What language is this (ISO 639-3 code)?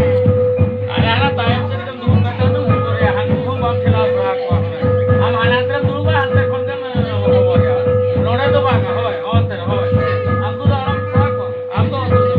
sat